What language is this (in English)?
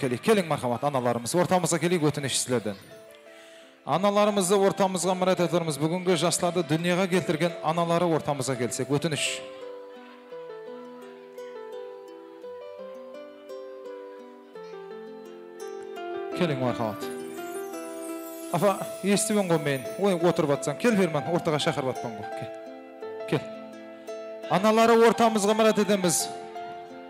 Kara-Kalpak